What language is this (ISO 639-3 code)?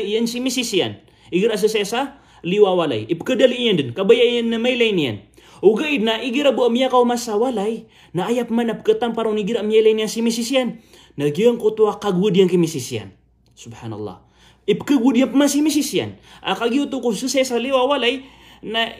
mrw